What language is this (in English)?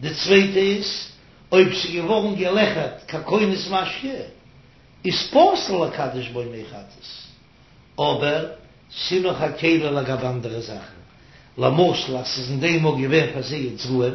Yiddish